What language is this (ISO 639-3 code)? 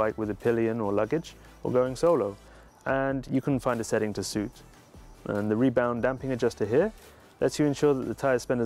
eng